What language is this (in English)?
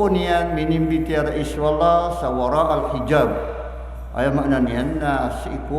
Maranao